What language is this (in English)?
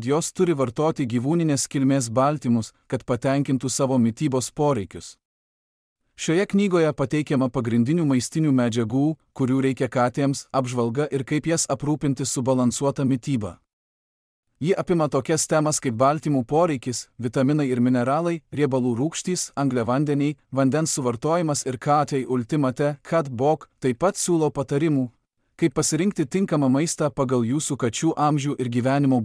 Lithuanian